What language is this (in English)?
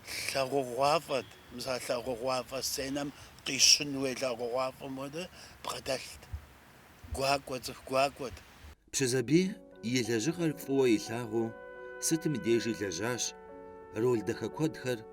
Kabardian